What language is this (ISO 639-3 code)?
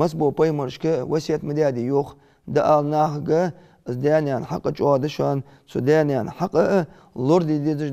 inh